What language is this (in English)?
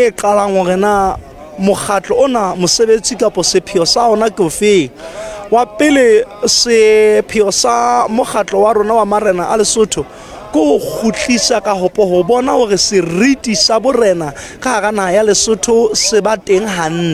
Southern Sotho